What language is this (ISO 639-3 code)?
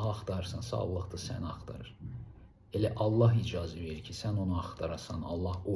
aze